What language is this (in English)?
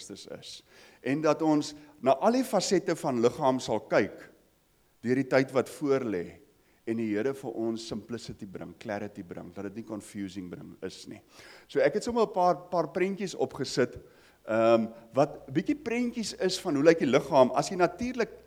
Afrikaans